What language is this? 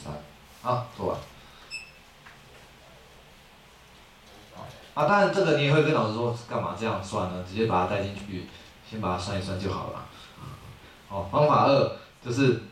Chinese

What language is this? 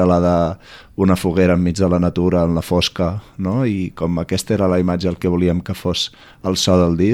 Catalan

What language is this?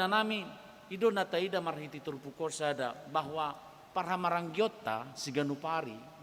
Batak Toba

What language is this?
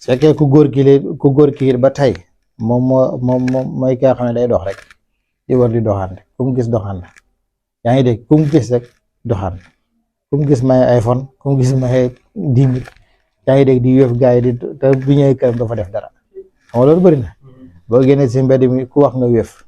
Wolof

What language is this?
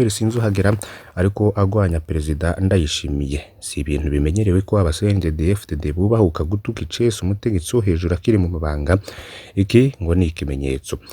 Rundi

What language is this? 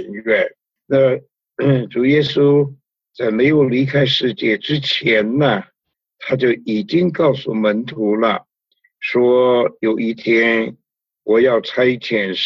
Chinese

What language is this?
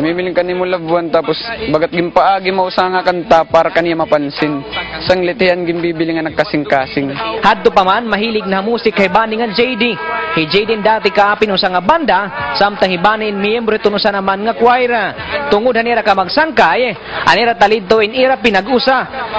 Waray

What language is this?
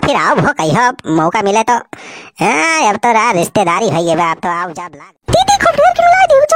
Awadhi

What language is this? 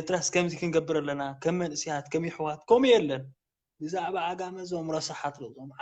Tigrinya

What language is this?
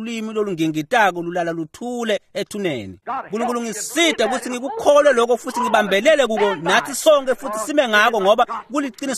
Swati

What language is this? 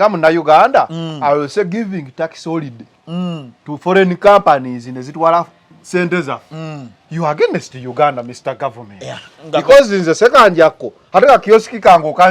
Ganda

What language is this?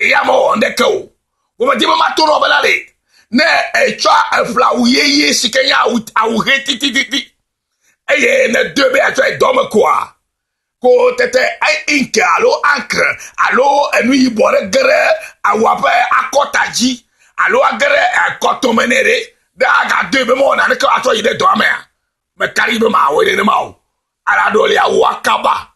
Ewe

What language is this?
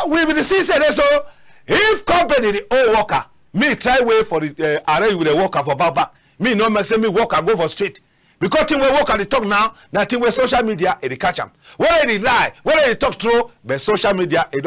Cameroon Pidgin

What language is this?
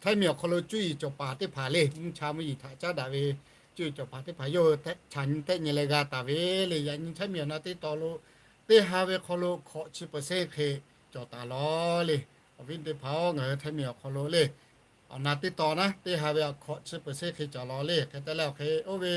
Lahu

